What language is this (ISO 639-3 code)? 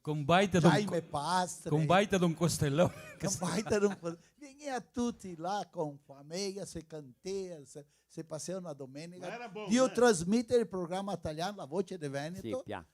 vec